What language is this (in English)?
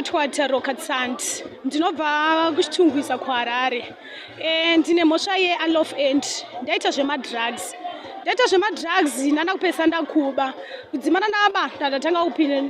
Shona